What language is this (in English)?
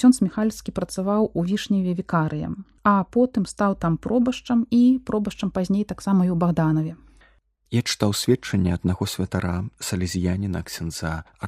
Belarusian